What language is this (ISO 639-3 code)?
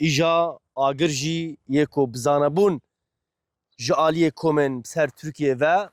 kur